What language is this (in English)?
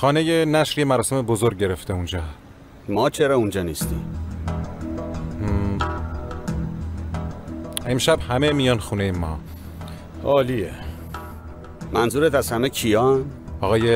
Persian